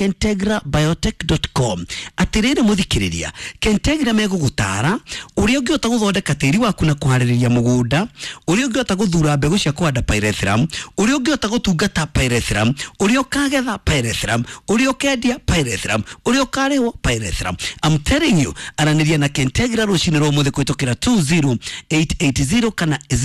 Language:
Kikuyu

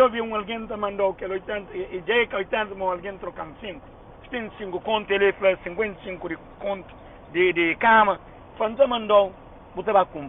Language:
Kabuverdianu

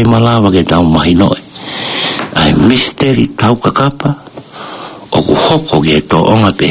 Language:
Tongan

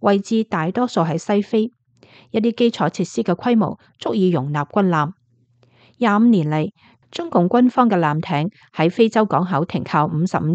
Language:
Cantonese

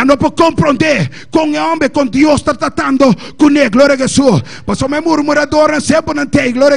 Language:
Papiamento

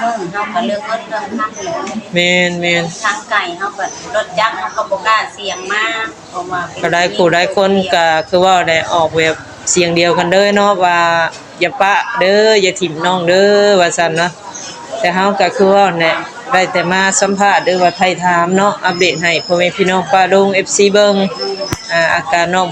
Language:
Northeastern Thai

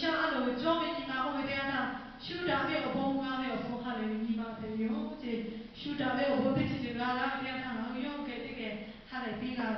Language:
Lahu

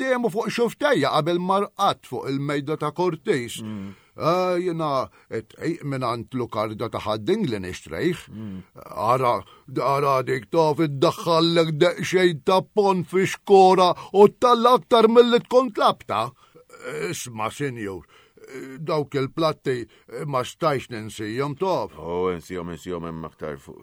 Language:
Maltese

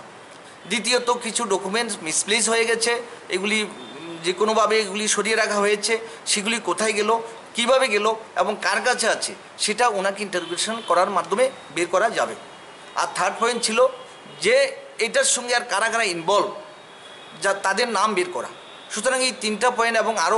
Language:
Bangla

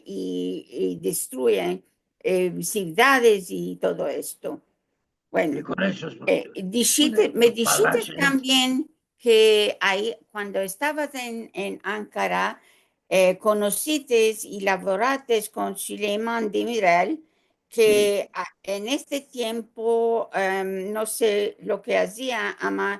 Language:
Ladino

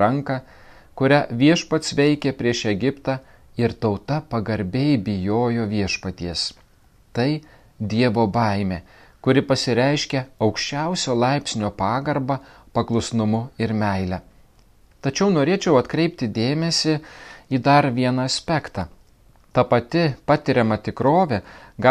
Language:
Lithuanian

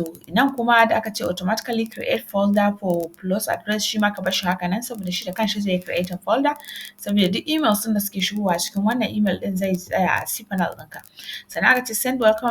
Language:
Hausa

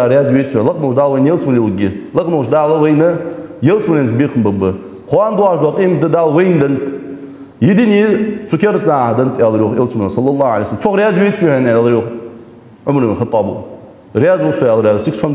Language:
Ingush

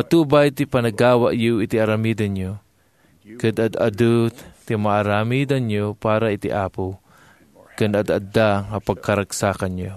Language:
Iloko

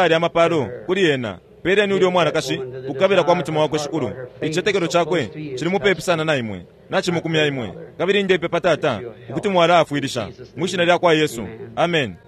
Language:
Bemba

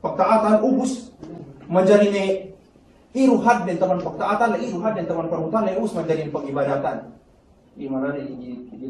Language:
Yakan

